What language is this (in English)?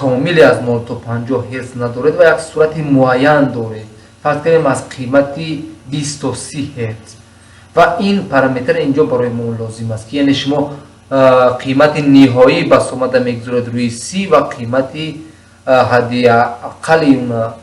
Tajik